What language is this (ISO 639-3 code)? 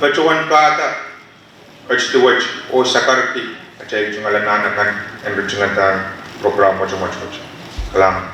pon